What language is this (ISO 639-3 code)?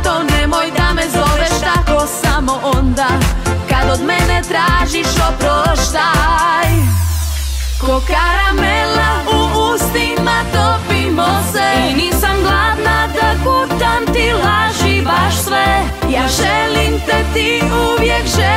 hrv